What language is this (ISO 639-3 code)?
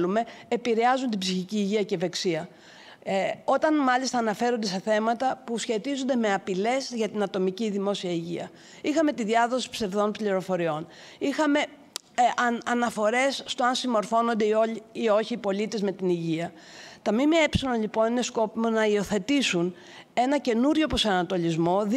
ell